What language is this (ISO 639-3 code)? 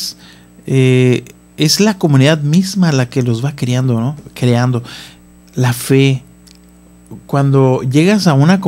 spa